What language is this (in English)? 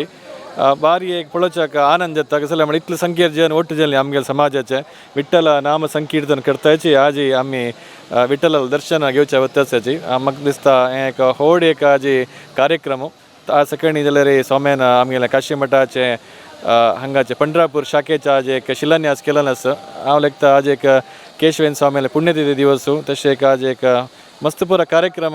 Konkani